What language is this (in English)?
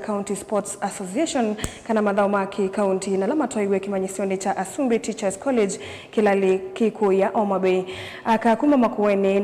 Kamba